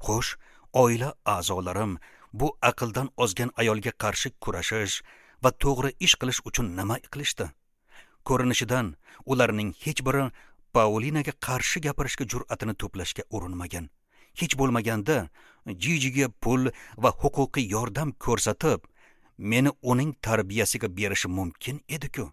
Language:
Uzbek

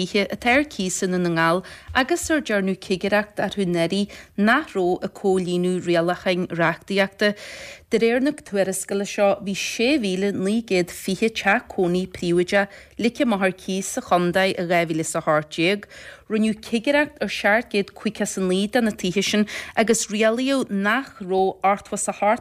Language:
Irish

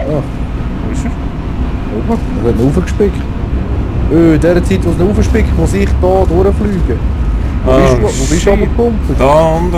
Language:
Swiss German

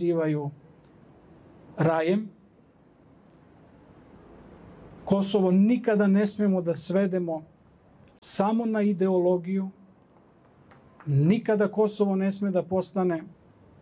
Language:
Serbian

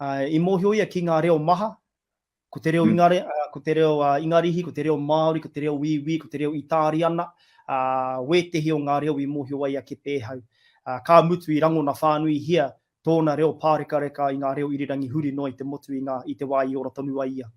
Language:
Māori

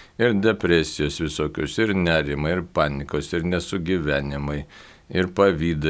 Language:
Lithuanian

